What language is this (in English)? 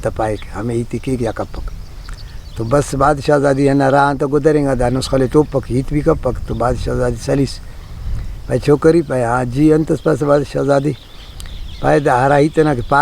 Brahui